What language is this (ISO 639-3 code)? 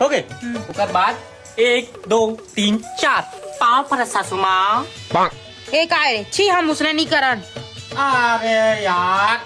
hne